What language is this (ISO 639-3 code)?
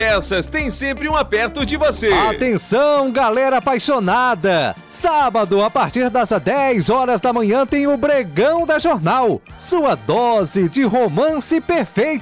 por